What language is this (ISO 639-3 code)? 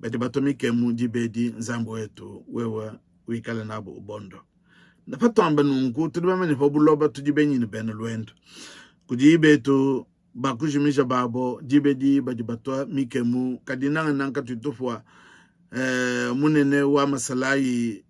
lua